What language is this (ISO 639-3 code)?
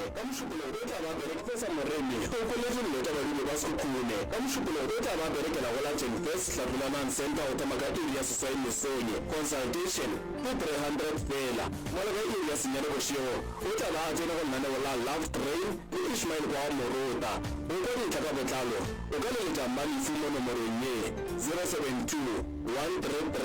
nso